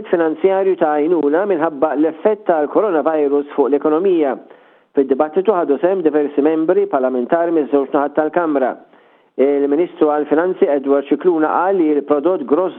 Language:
Maltese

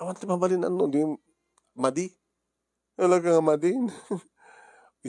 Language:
Iloko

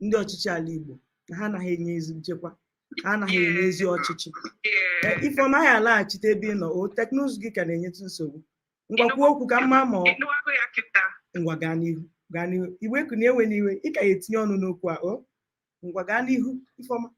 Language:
Igbo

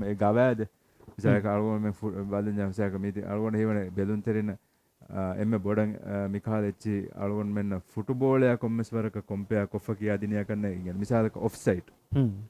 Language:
Divehi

